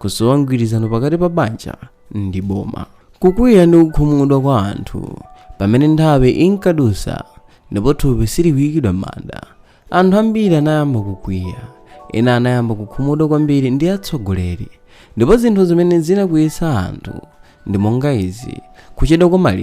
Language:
Nyanja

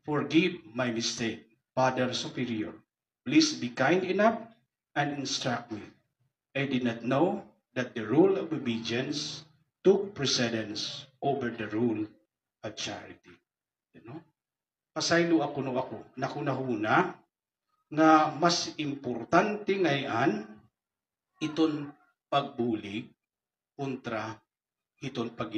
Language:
Waray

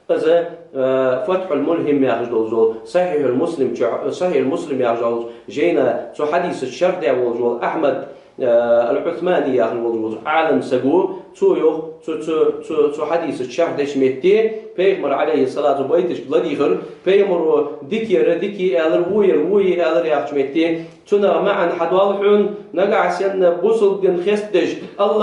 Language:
Ingush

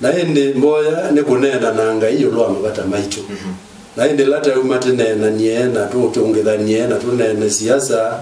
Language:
Kamba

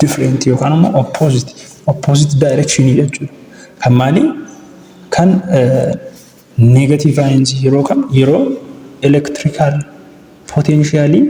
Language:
Oromo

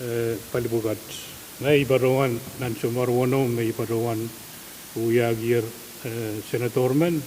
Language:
Pohnpeian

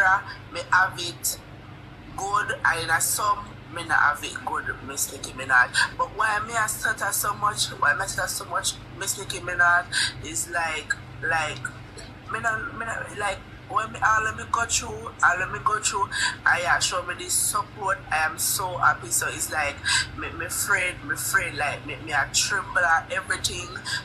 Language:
Jamaican Creole English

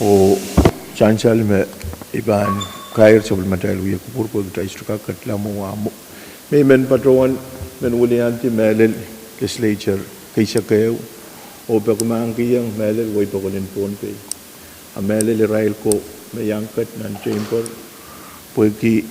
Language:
Pohnpeian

